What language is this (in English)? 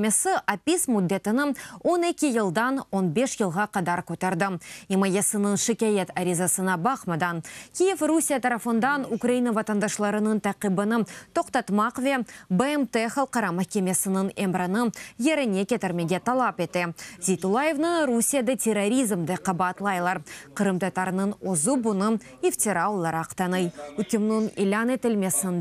Crimean Tatar